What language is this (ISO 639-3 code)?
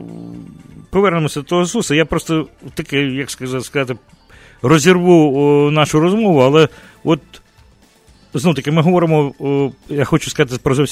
ukr